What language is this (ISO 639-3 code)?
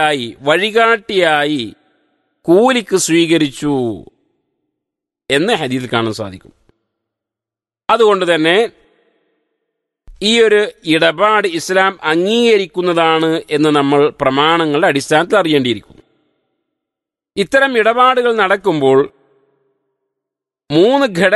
mal